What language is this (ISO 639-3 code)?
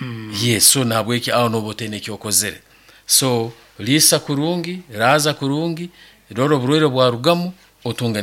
nyn